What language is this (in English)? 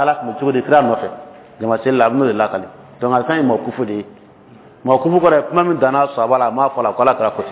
Dyula